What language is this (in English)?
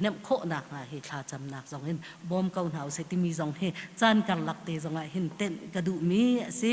Hakha Chin